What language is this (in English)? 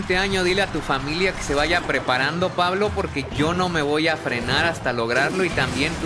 Spanish